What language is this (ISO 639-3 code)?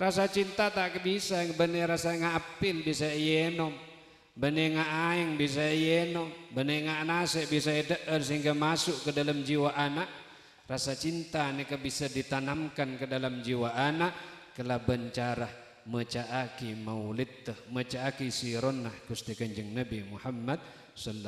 mad